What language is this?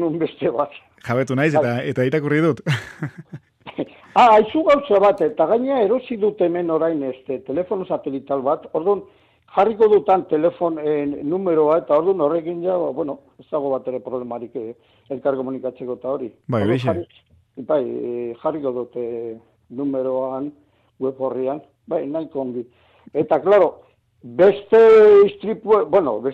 Basque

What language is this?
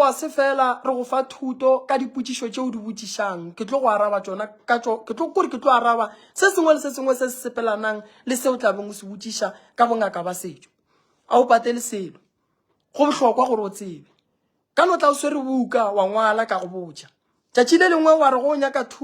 Northern Sotho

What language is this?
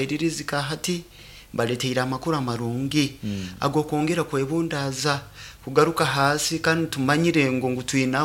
Nyoro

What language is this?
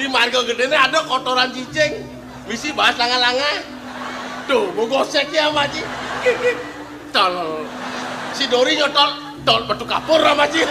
Balinese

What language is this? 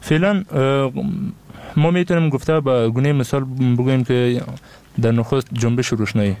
Persian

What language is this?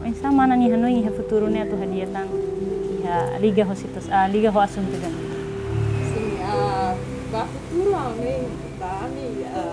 Tetum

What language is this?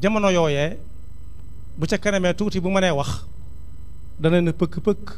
Wolof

